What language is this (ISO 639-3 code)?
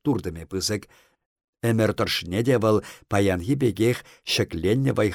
chv